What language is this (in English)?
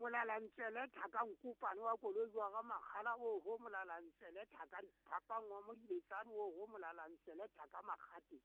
Southern Sotho